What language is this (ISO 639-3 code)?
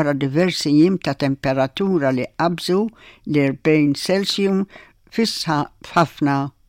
mlt